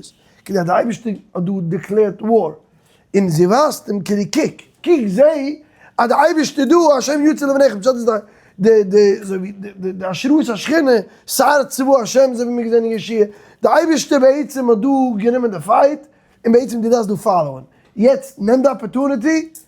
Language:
Yiddish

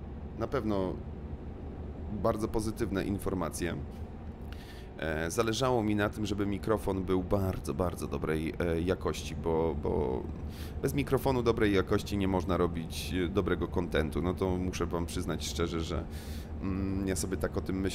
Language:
Polish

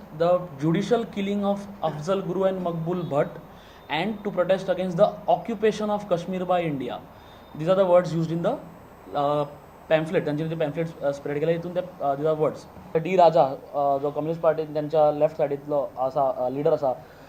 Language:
Konkani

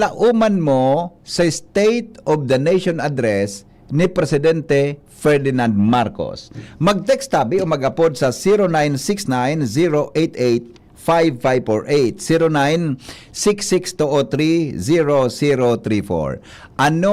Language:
Bikol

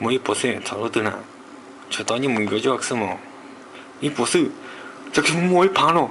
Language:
Hmong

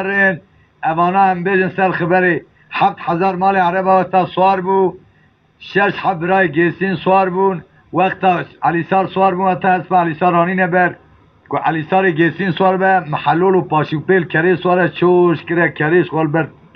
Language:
Kurdish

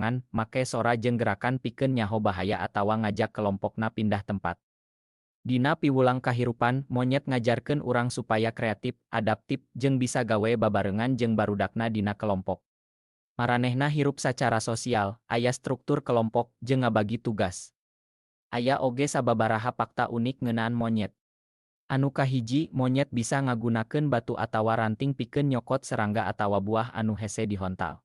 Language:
Sundanese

